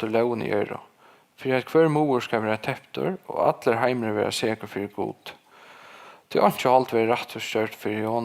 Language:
Faroese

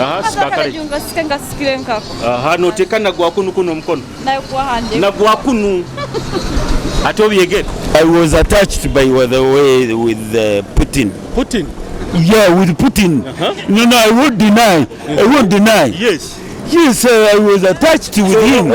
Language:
Nyoro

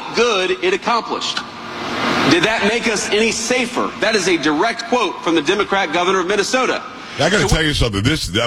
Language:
English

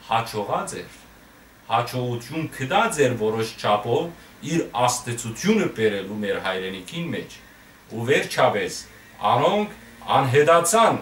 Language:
Western Armenian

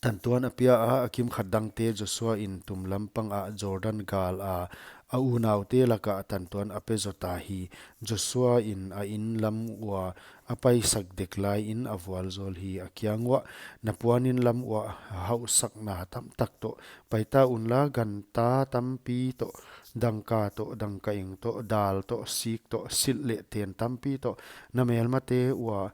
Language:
Paite Chin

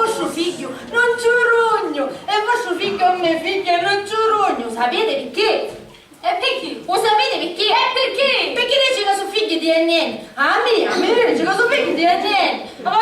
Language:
Sicilian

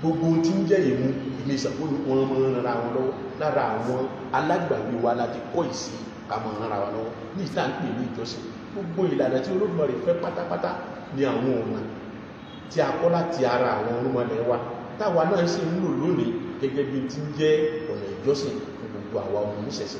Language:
Yoruba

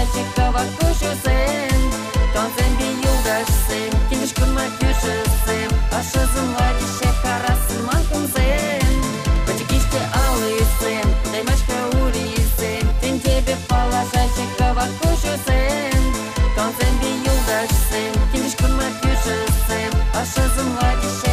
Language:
Chuvash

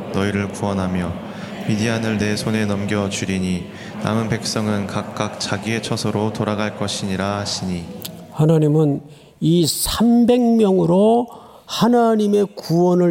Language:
Korean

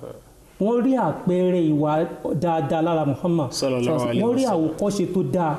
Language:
Yoruba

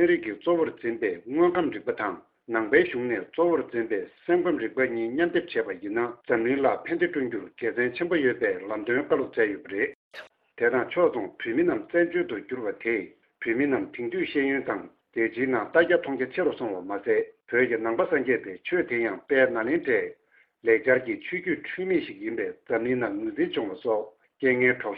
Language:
Tibetan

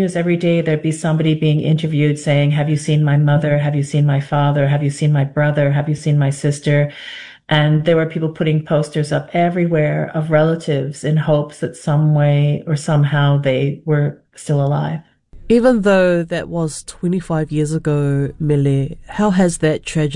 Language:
English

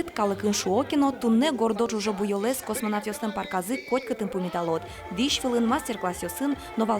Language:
Udmurt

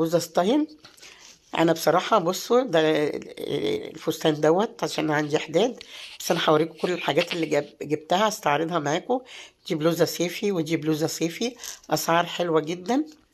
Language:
Egyptian Arabic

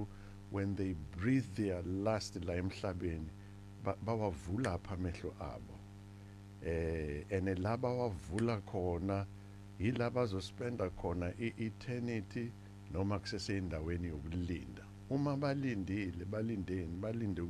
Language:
Zulu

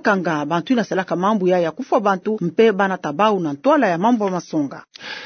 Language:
Kituba (Democratic Republic of Congo)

